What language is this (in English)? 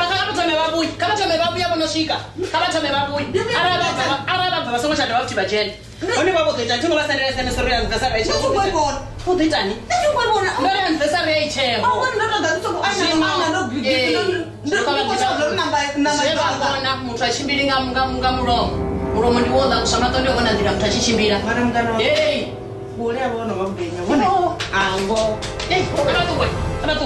Venda